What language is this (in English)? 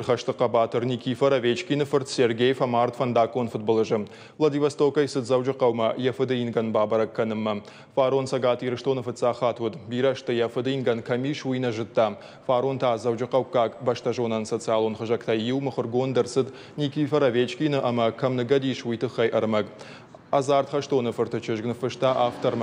Ossetic